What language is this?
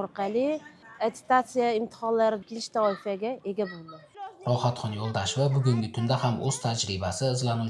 Uzbek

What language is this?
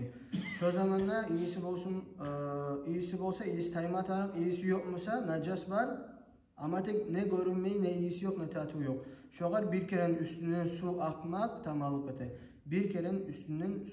Kumyk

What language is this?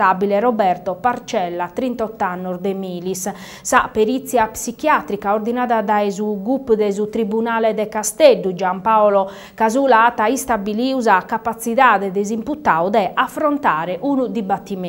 Sardinian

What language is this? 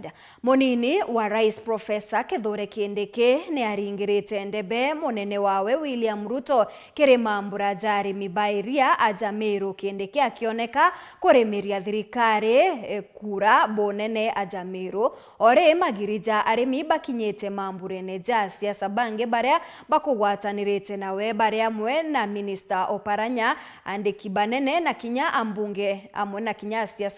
Meru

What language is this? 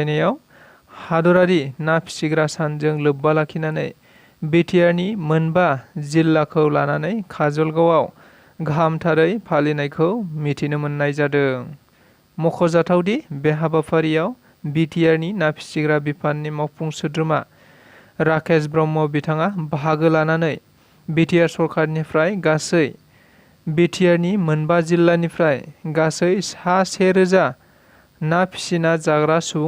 Bodo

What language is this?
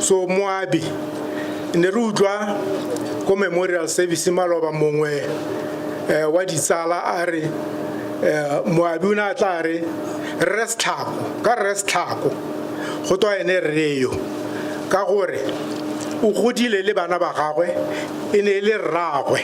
Tswana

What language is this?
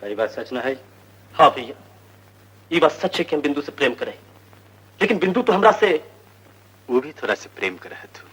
Magahi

